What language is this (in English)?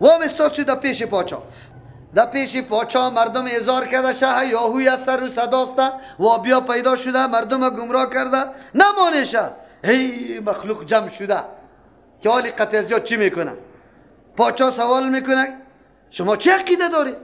Persian